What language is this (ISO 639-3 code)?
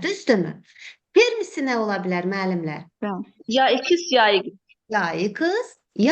aze